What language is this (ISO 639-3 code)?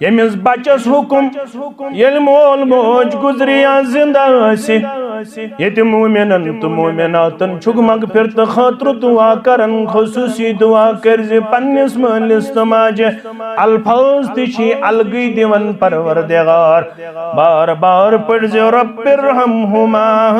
kas